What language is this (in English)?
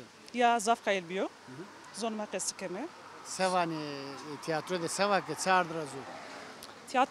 Zaza